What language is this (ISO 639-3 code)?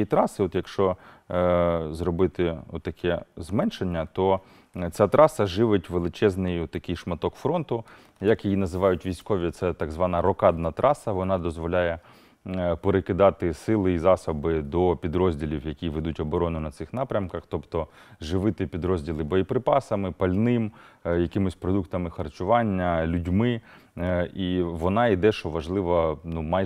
ukr